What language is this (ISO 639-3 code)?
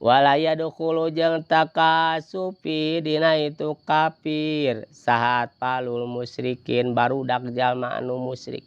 sun